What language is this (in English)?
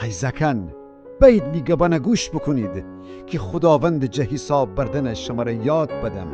Gilaki